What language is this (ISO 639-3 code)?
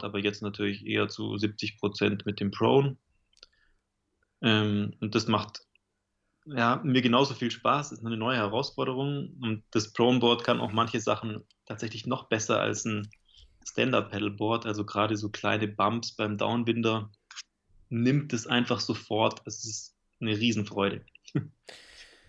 deu